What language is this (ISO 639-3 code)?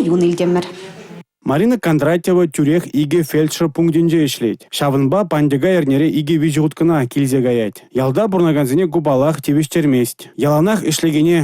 chv